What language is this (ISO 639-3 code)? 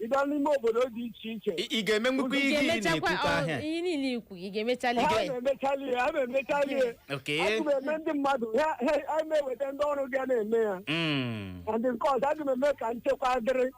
ibo